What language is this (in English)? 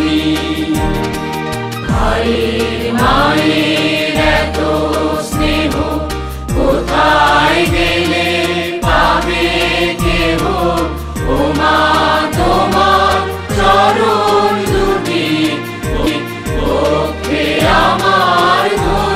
Bangla